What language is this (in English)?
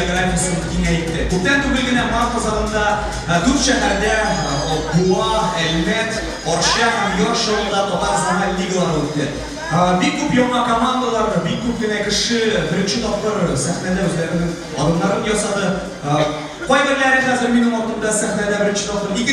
Tatar